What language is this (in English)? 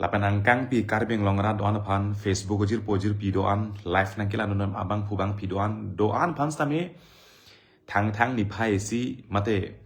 Karbi